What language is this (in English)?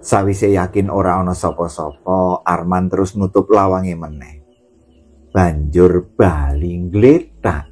Javanese